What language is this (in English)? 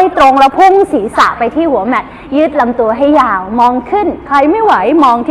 Thai